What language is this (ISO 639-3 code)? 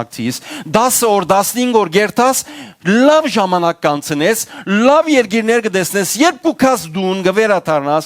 hyw